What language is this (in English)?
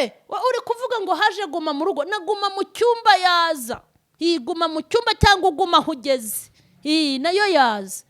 Kinyarwanda